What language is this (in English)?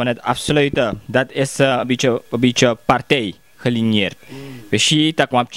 Sranan Tongo